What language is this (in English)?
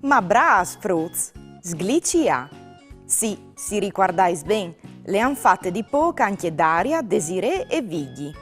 Friulian